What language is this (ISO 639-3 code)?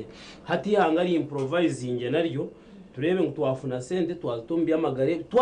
nyn